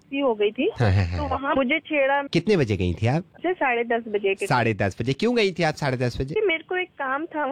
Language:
Hindi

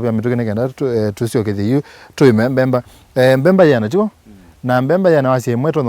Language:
Kamba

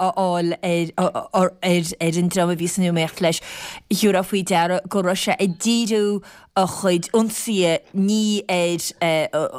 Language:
Irish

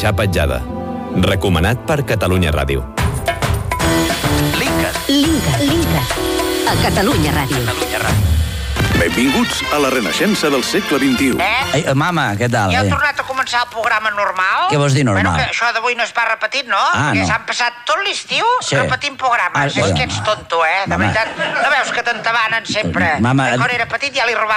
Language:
Catalan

